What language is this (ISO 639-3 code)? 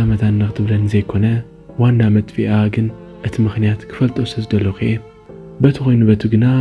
tir